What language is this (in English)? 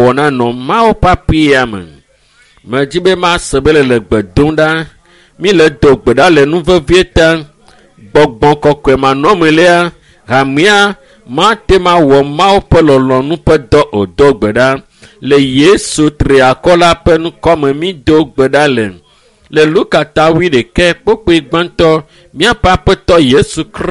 Ewe